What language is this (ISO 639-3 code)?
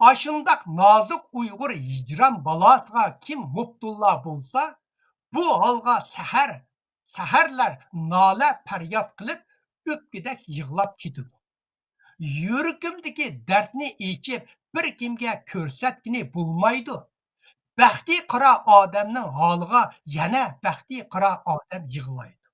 uig